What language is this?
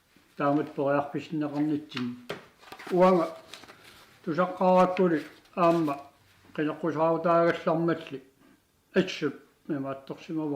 Kalaallisut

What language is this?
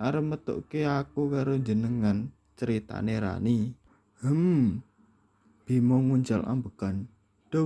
Javanese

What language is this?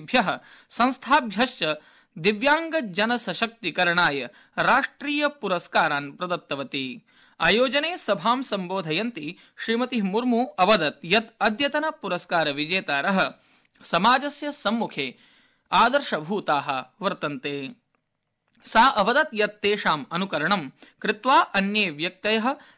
Sanskrit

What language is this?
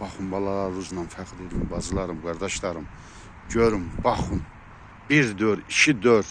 Azerbaijani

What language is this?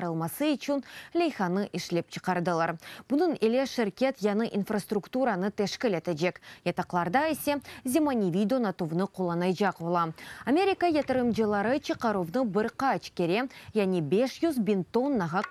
Crimean Tatar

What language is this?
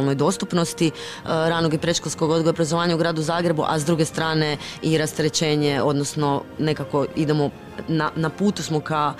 Croatian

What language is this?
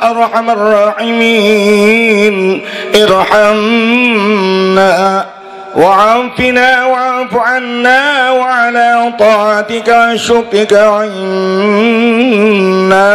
Banjar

